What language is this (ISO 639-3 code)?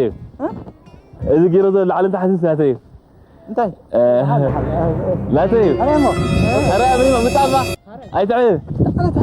tir